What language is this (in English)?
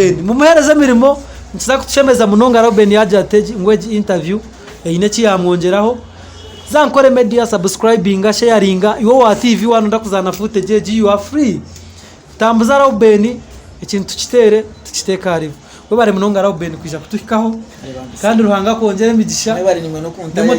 Nyankole